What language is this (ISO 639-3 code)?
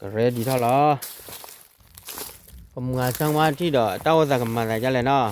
ksw